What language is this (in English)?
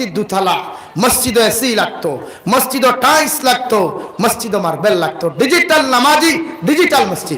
Sylheti